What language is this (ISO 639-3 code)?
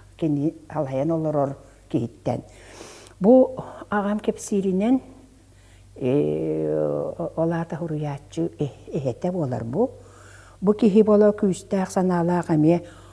sah